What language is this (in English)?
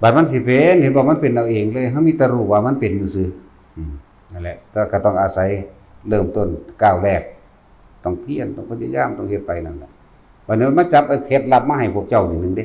Northeastern Thai